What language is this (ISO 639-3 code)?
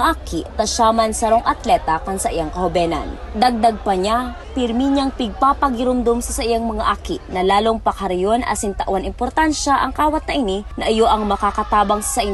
bik